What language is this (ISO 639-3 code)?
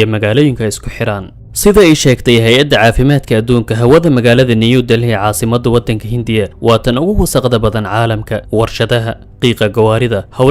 som